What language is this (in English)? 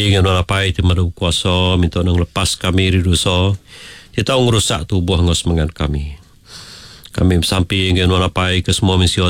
Iban